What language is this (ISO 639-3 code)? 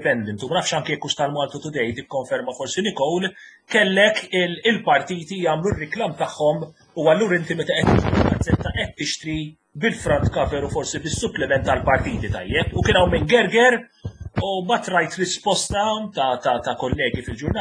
mlt